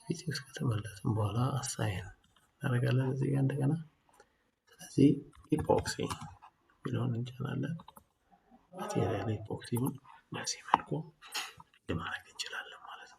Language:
Amharic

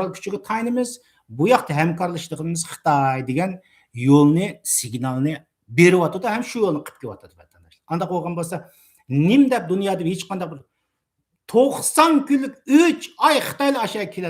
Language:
Uyghur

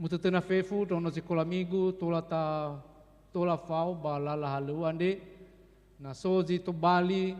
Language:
Nias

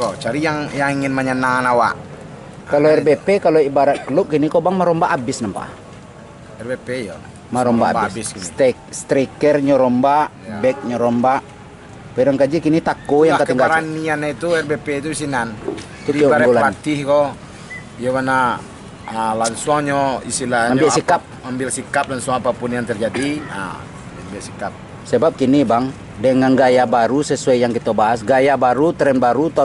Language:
Minangkabau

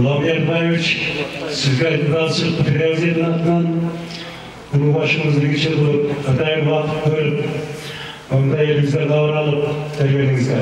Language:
Kyrgyz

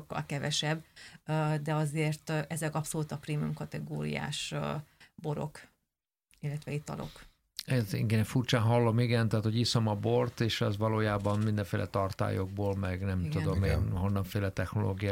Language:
Hungarian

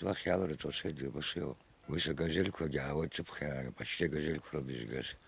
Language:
Abkhazian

